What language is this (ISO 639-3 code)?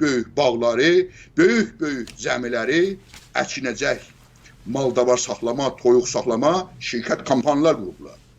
azb